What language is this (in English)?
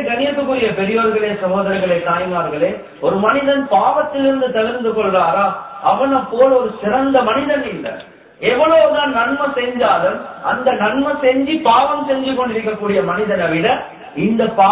Tamil